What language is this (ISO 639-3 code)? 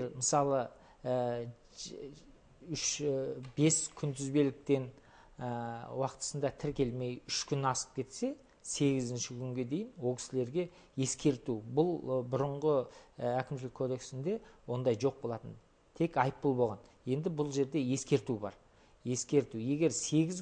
kaz